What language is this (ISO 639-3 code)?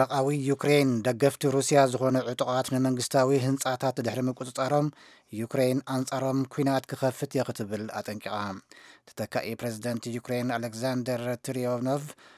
tir